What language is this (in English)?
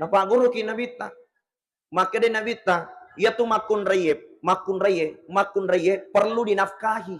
Buginese